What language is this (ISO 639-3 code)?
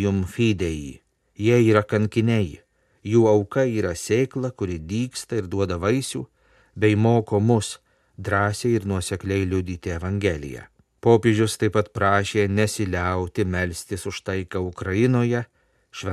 lit